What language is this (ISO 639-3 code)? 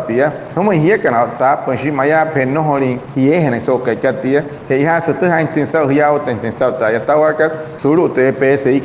guc